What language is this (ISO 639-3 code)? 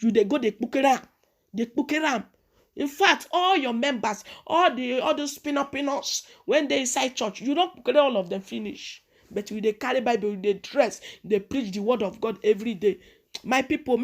pcm